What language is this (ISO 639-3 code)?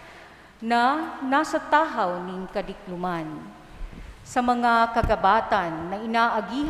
bik